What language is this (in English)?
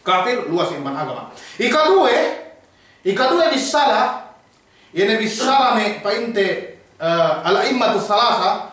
Yakan